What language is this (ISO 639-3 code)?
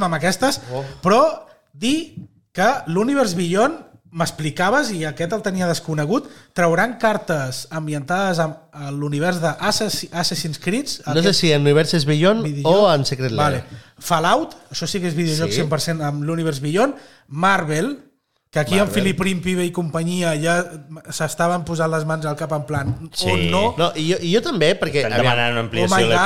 cat